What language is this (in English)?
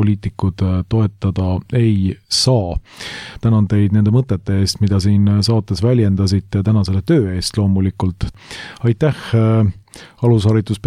Estonian